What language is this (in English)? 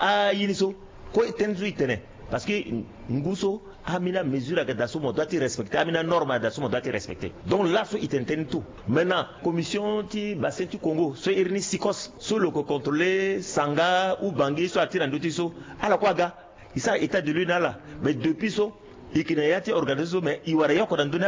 Sango